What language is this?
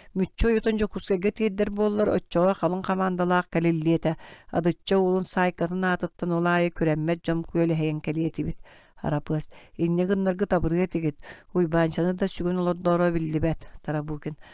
Yakut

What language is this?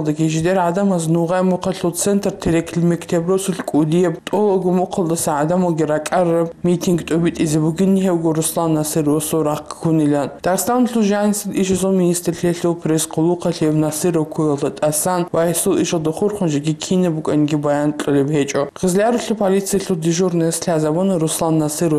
Avaric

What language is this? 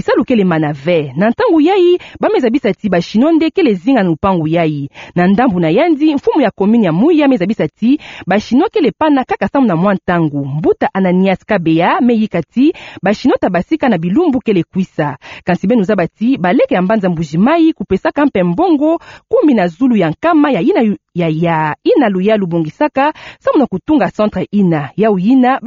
Kituba (Democratic Republic of Congo)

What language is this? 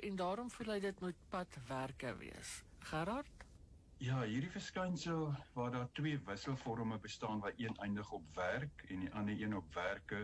Afrikaans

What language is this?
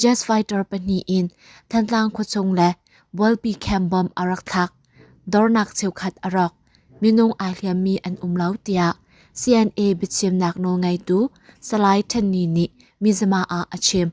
Hakha Chin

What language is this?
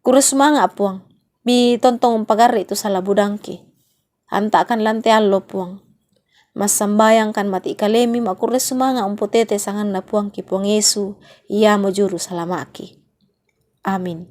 Toraja-Sa'dan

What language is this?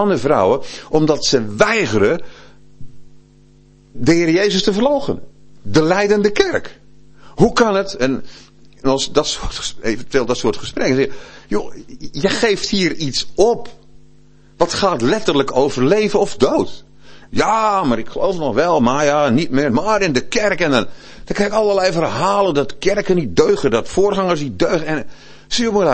Dutch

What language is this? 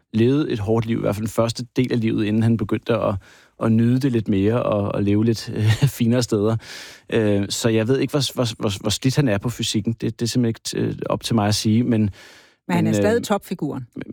Danish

